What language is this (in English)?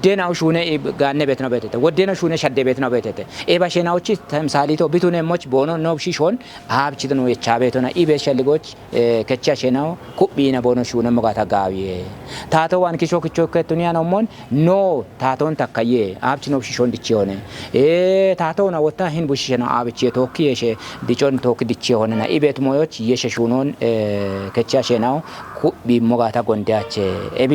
Kafa